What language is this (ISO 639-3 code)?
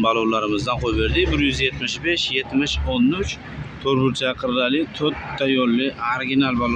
uzb